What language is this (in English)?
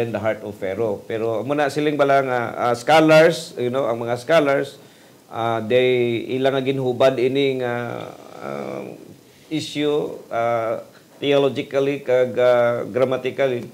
Hiligaynon